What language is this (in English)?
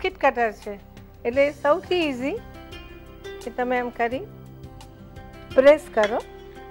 Gujarati